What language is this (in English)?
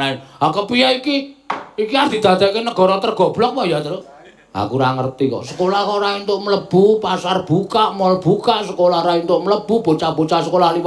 Javanese